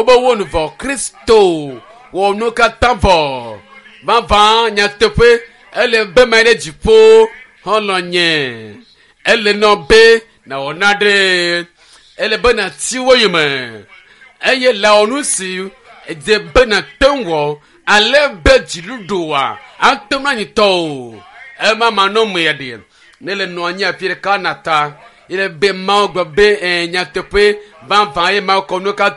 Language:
Ewe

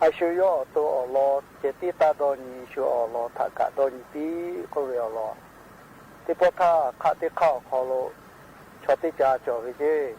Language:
Lahu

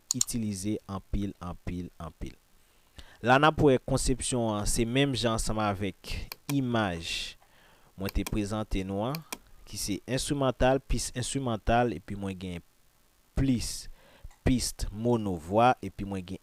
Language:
Haitian Creole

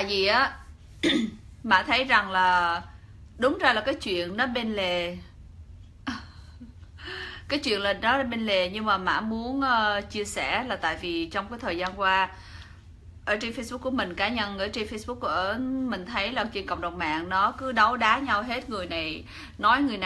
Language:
Vietnamese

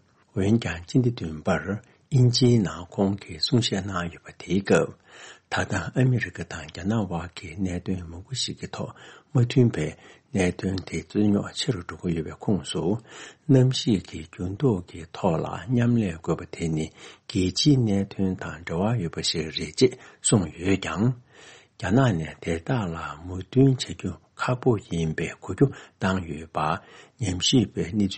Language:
Tibetan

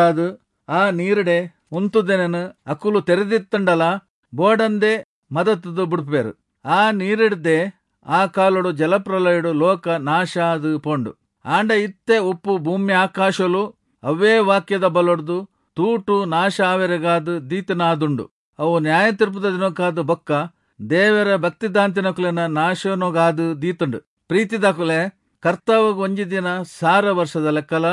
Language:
Tulu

